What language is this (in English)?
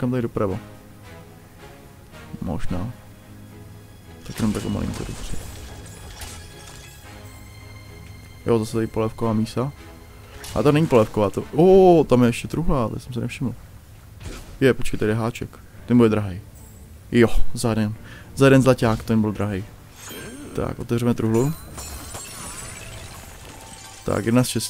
Czech